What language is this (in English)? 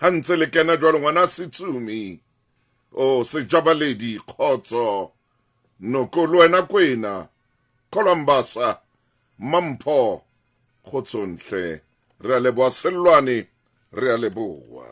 Southern Sotho